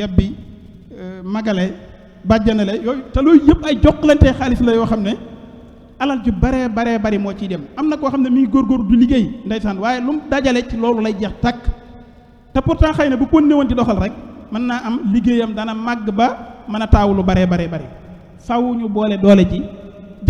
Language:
Wolof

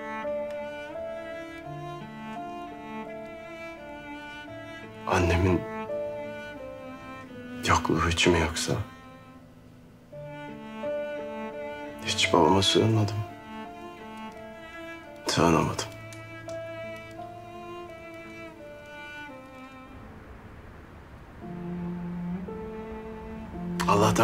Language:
Turkish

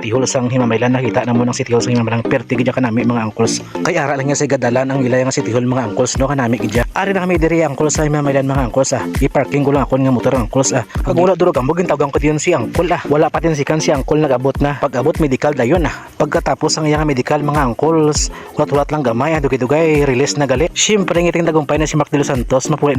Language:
Hiligaynon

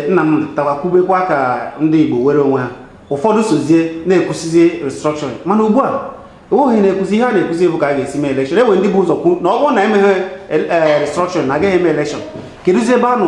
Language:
Igbo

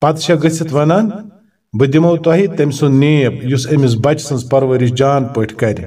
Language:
Kashmiri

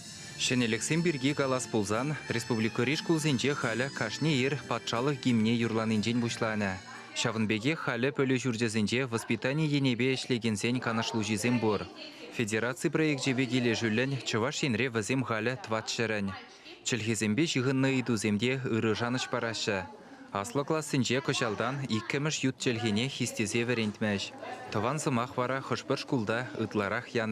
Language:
Chuvash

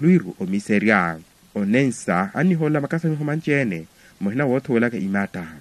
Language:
Makhuwa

